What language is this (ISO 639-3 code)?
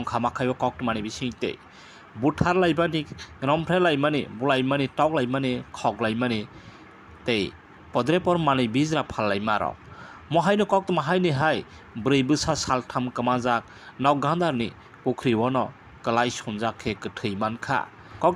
trp